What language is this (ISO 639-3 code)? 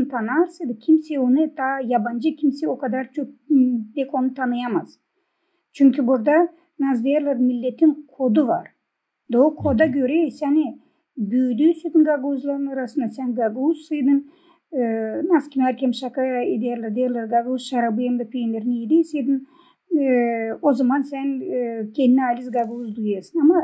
gag